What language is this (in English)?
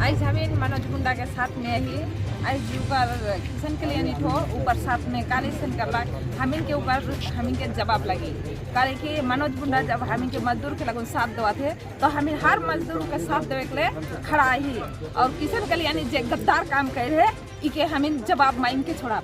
Sadri